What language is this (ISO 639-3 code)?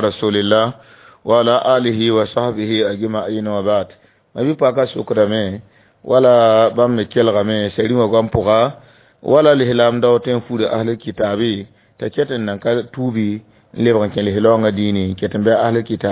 mos